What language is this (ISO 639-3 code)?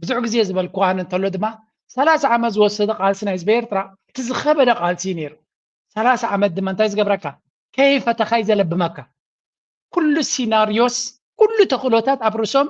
tir